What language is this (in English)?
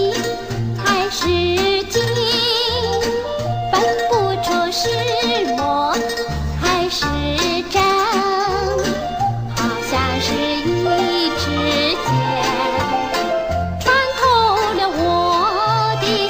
Chinese